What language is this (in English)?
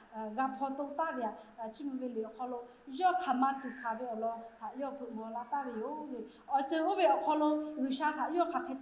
Lahu